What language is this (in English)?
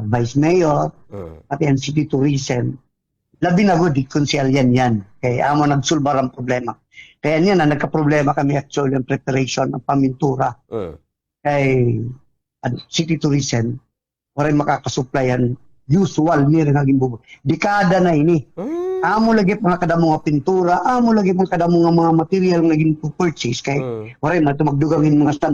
Waray